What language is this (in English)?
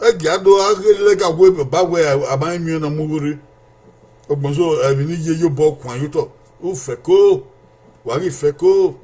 Bini